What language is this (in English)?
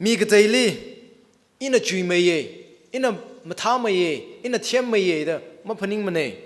Tangkhul Naga (India)